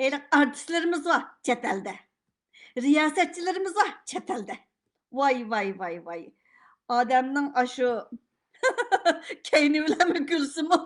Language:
Uyghur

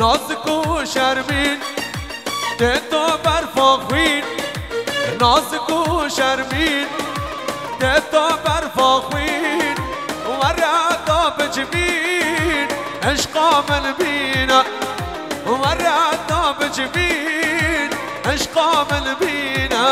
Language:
Kurdish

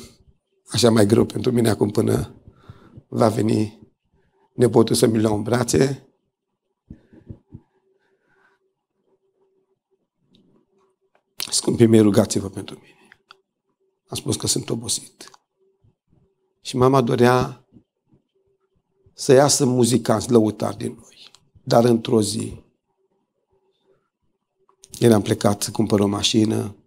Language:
Romanian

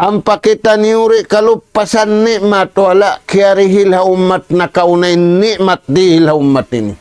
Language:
Tausug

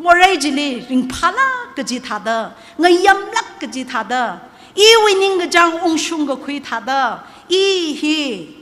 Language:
Tangkhul Naga (India)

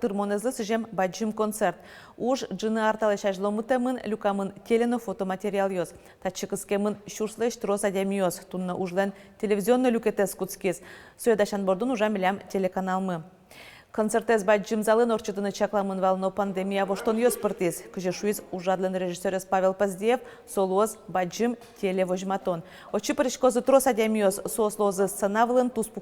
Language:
Udmurt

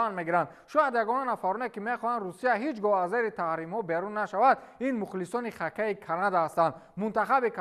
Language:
Tajik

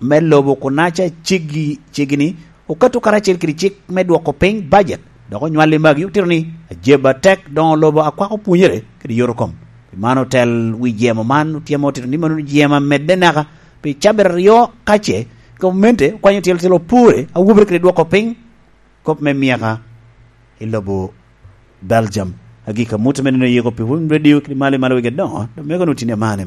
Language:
Lango (Uganda)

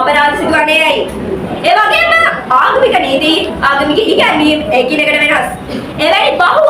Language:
Sinhala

